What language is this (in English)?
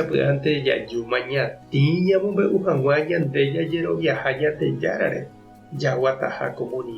Guarani